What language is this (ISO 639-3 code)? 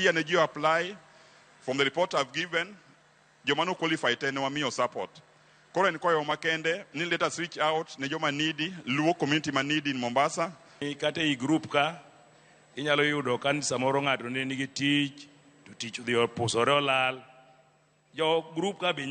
luo